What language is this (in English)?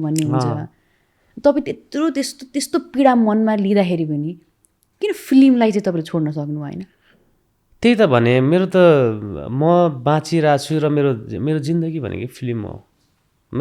Nepali